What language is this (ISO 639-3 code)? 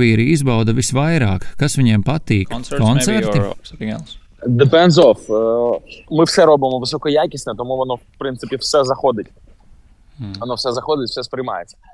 lav